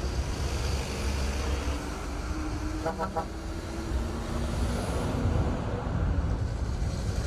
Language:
Tajik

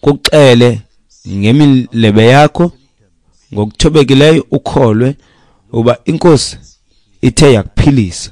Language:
Xhosa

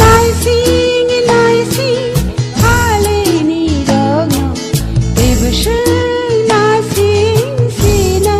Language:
Kok Borok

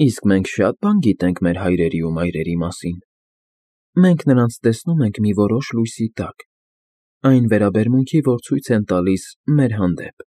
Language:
Armenian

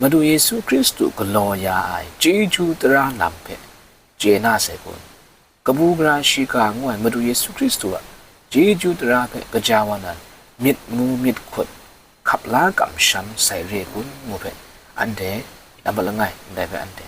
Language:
Kachin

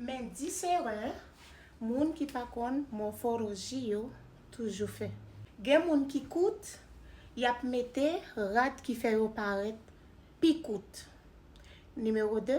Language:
Haitian Creole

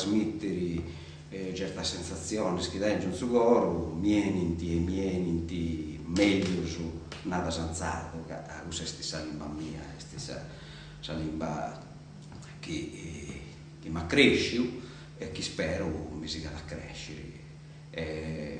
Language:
Sardinian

